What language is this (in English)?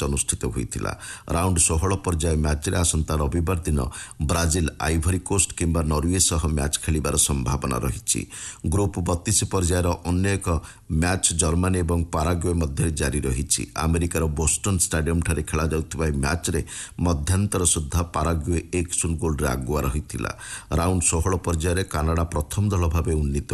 Odia